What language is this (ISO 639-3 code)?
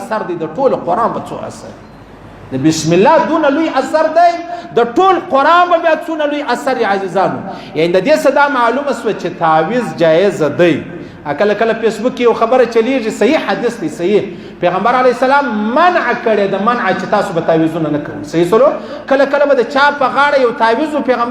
pus